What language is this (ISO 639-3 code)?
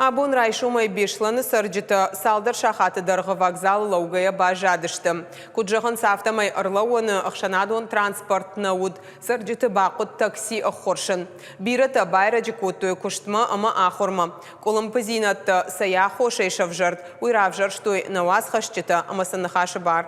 oss